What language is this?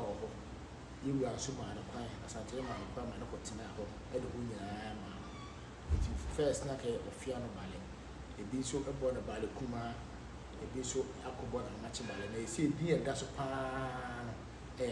Akan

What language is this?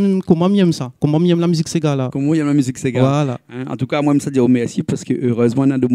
Réunion Creole French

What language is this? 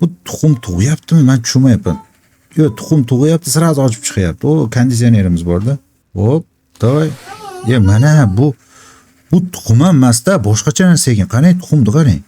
Uzbek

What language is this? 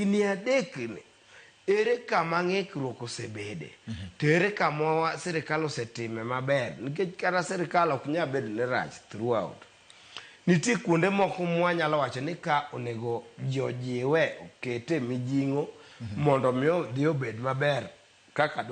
Luo (Kenya and Tanzania)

